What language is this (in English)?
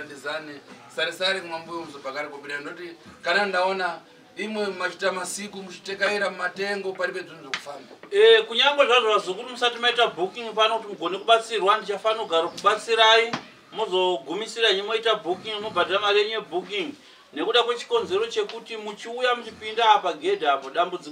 Shona